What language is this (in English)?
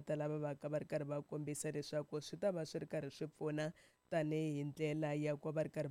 Tsonga